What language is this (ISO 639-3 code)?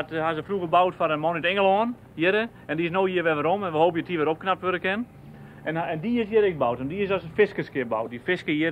fry